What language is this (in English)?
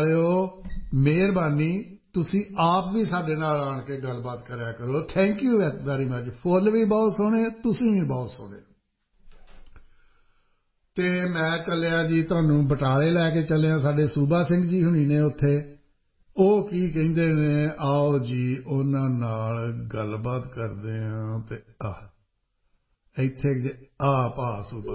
Punjabi